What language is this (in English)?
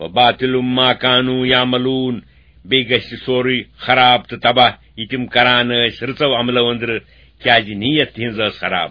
Kashmiri